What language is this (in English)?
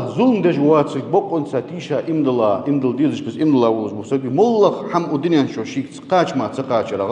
Ingush